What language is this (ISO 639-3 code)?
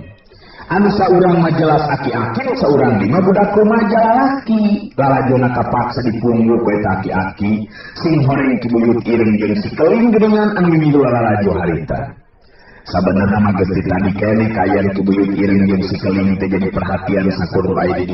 sun